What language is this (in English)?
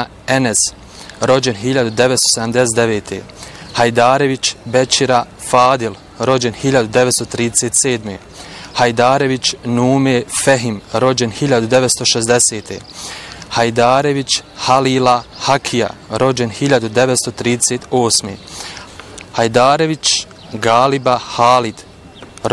Bosnian